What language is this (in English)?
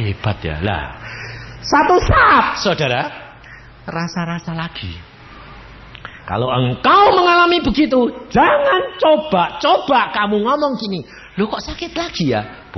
Indonesian